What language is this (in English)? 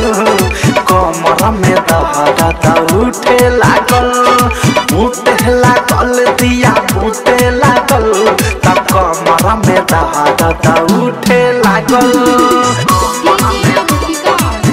Bhojpuri